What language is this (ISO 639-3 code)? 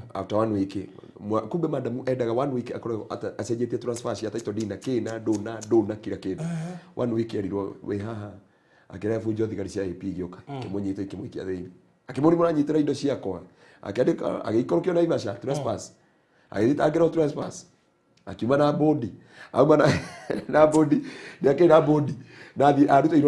kik